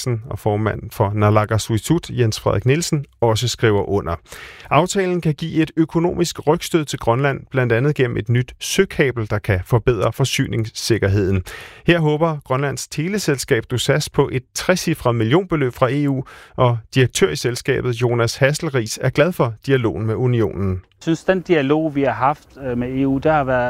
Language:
Danish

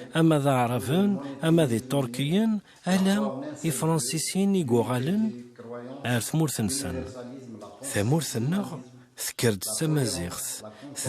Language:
Kabyle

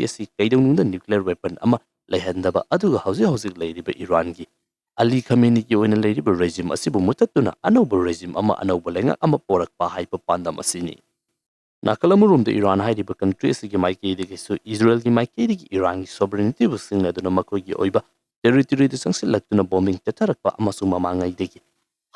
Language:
Manipuri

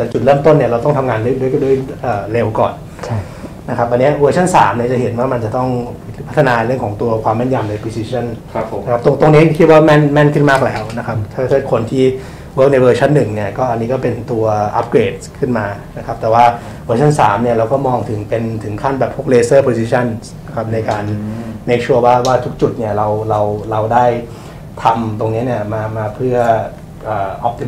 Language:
Thai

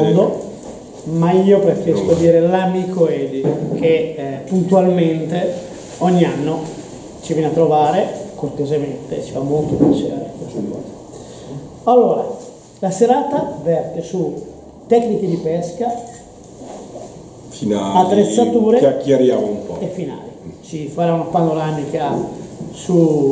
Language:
Italian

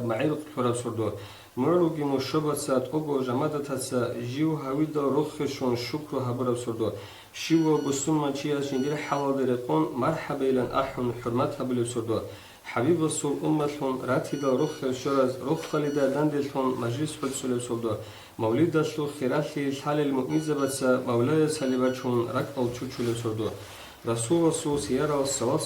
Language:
Avaric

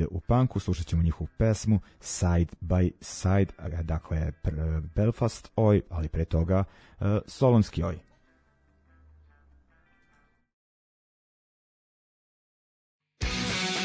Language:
Serbian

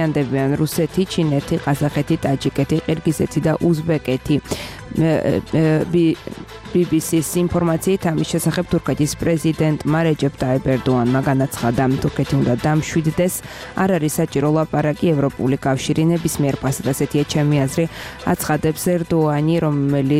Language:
Georgian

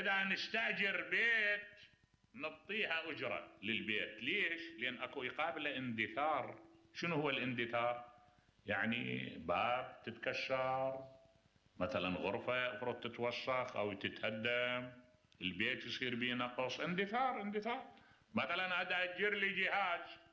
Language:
Mesopotamian Arabic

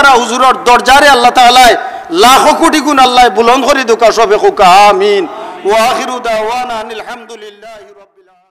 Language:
Sylheti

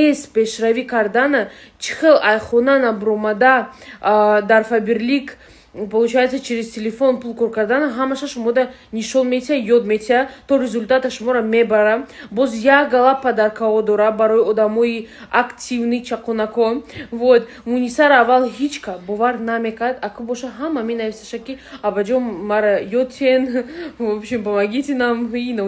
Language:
Tajik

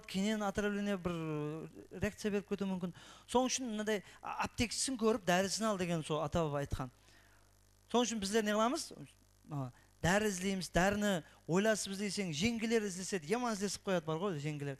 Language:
Kara-Kalpak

